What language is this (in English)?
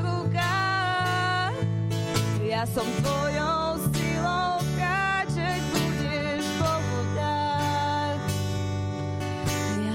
Slovak